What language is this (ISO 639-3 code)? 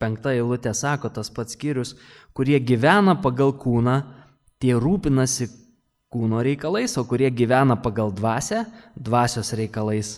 lit